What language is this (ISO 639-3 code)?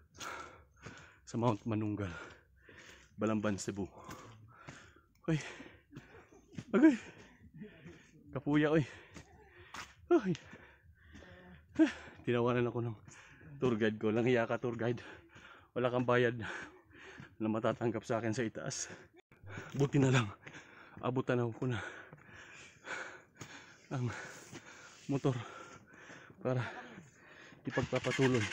fil